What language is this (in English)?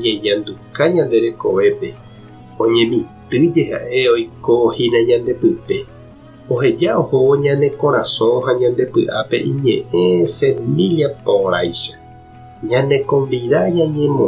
Guarani